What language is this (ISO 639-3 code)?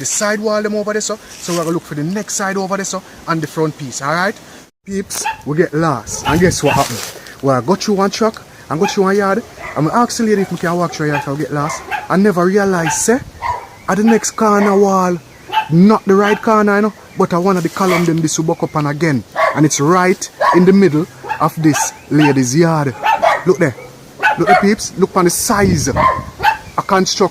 jam